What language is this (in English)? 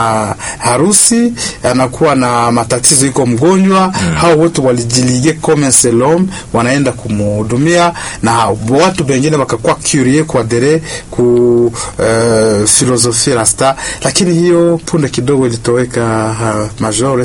Swahili